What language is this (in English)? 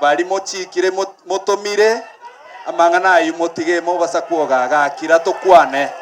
Gusii